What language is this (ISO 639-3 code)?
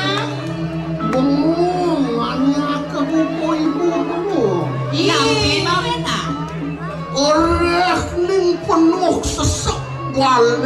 ban